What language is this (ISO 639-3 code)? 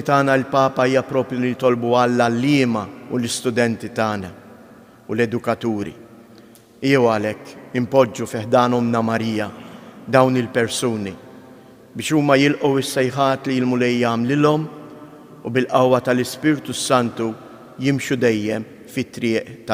mlt